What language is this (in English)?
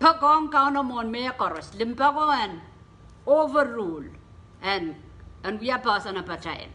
Pohnpeian